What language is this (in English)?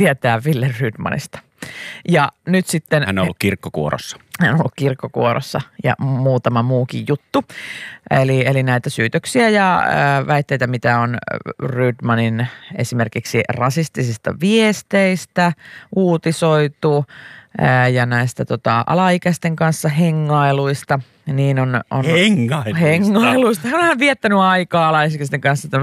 Finnish